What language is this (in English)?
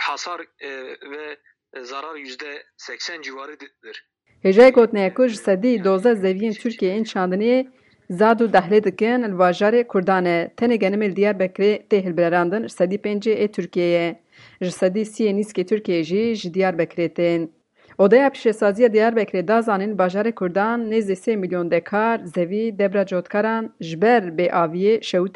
Kurdish